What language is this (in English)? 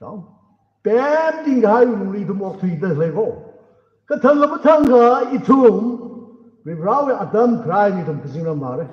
Tangkhul Naga (India)